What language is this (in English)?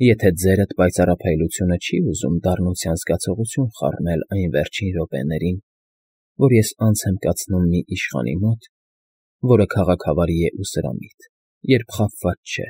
Armenian